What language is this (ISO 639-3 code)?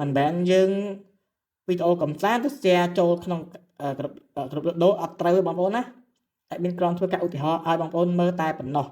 khm